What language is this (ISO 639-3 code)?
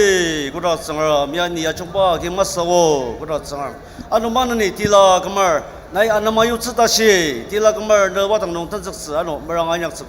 njo